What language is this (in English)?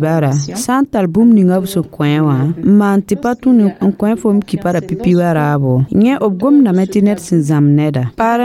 Mossi